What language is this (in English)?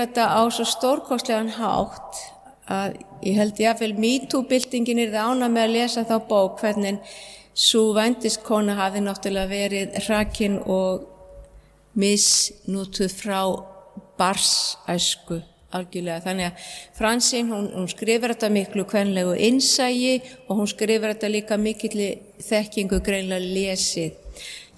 Icelandic